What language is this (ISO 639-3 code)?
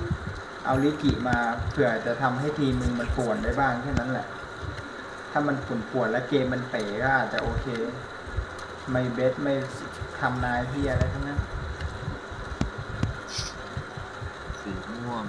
tha